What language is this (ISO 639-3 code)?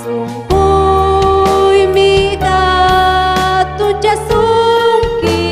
quy